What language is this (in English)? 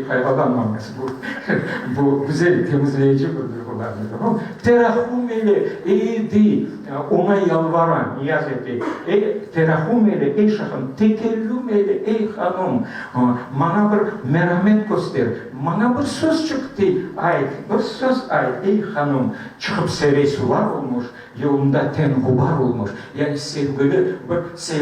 Crimean Tatar